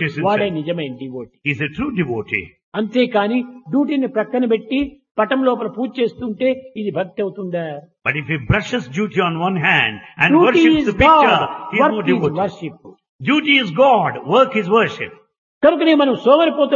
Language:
Telugu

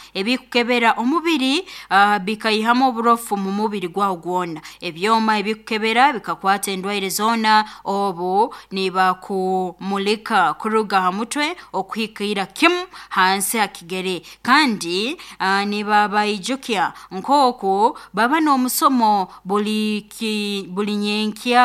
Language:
Nyoro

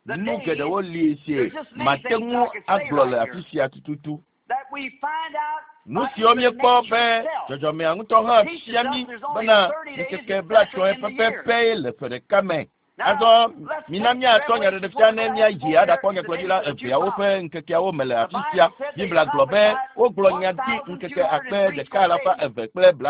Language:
Ewe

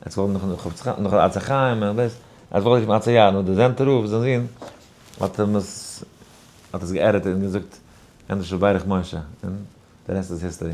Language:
Yiddish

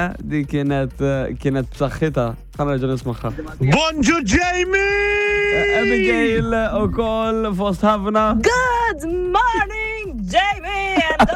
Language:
Maltese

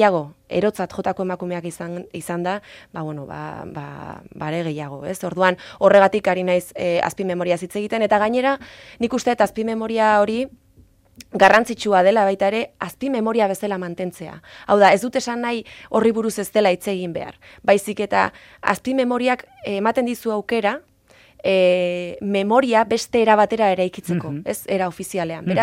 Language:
Basque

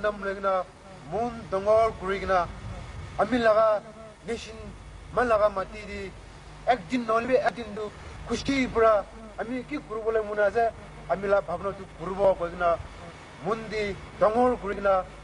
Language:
Naga Pidgin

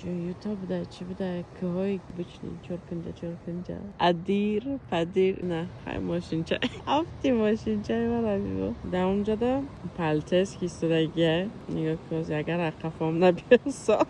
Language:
Tajik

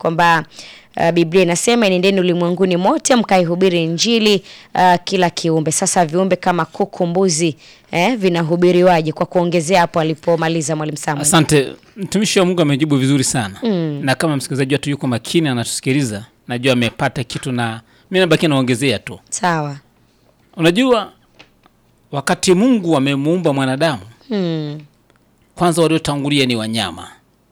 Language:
Swahili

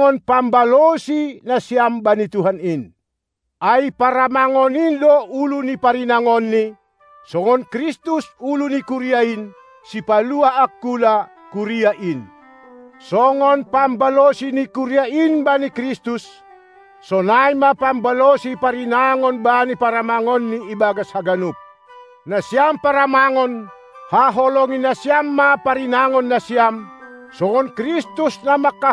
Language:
Batak Simalungun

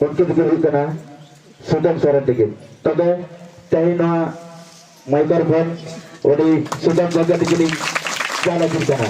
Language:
Santali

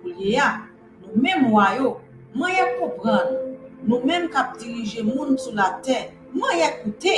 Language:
Haitian Creole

